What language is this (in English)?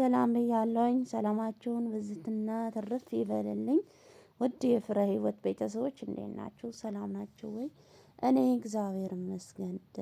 Amharic